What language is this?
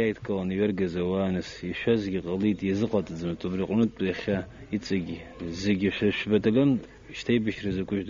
Abkhazian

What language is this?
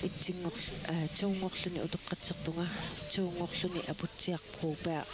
Kalaallisut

